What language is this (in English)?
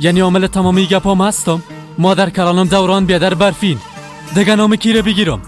Persian